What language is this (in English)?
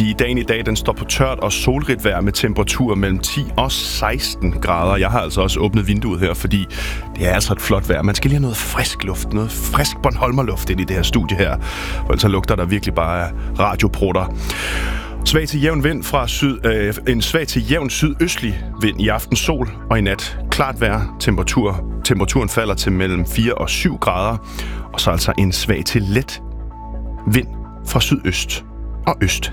Danish